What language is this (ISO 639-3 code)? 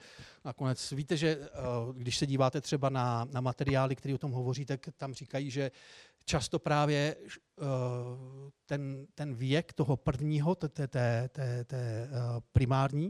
ces